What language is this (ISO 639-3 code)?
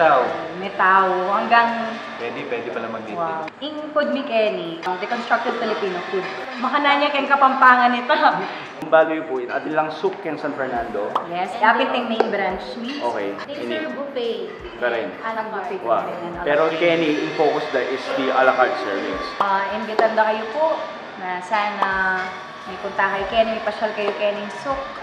pam